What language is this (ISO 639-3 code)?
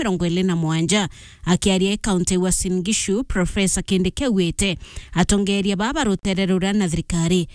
mer